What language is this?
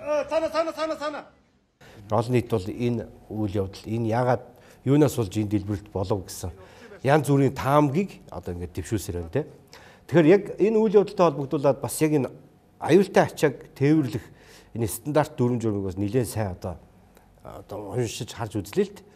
Mongolian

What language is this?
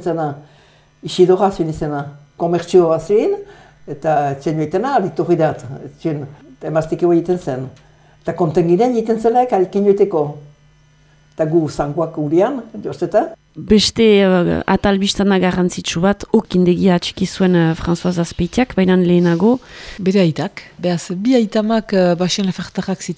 Basque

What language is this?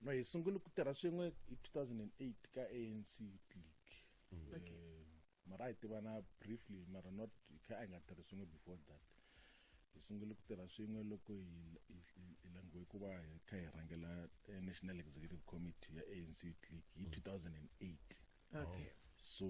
Tsonga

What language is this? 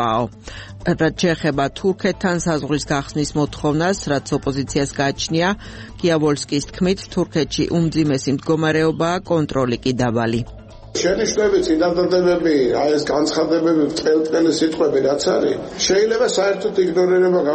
Georgian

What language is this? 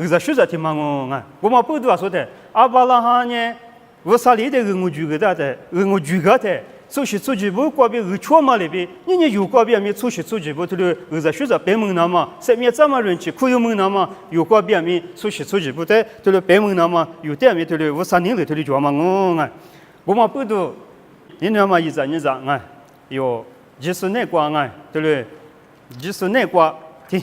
Lisu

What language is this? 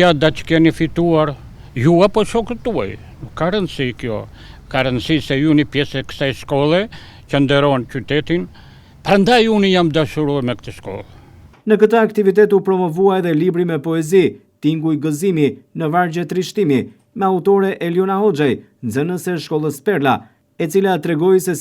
Albanian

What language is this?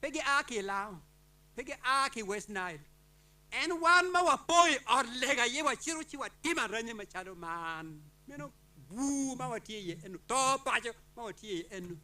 Acoli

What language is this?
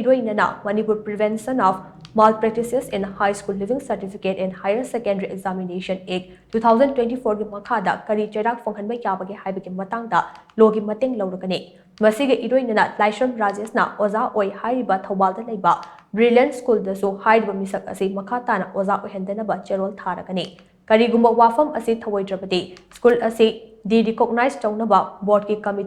Manipuri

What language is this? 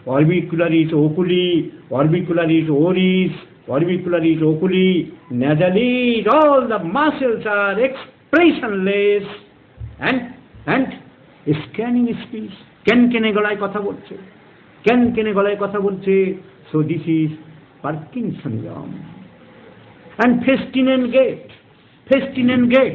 Bangla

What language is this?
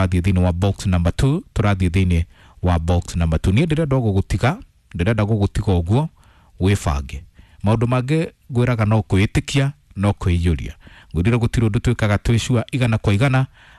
Kikuyu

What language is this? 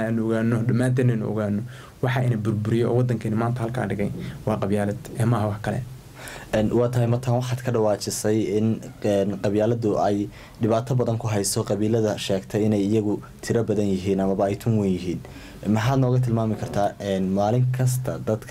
Somali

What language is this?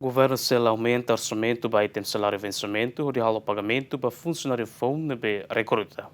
Tetum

